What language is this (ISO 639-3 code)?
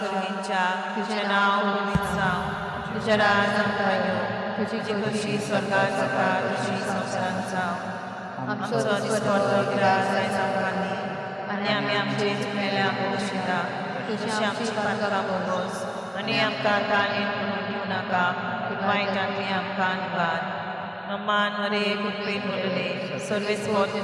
kok